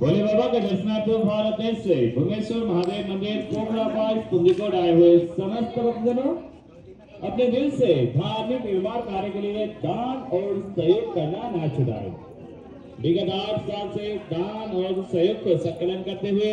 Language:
Nepali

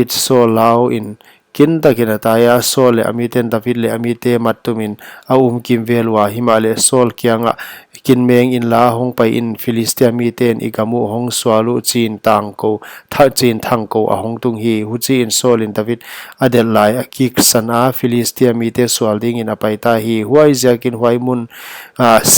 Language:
Paite Chin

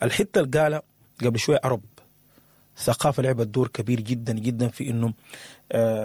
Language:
Sudanese Arabic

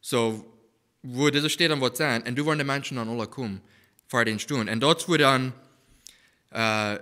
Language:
Plautdietsch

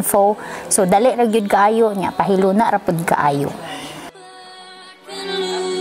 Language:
Cebuano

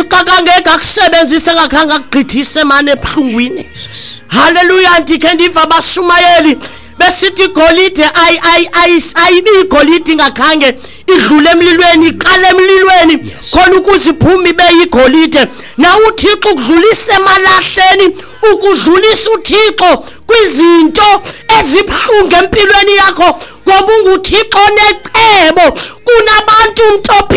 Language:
Xhosa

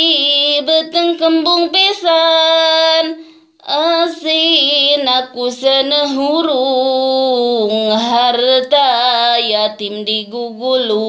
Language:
Sundanese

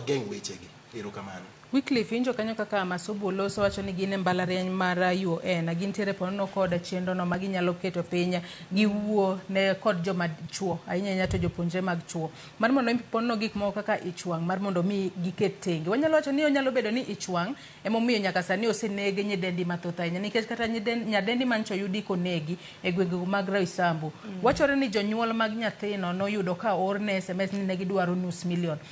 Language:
Luo (Kenya and Tanzania)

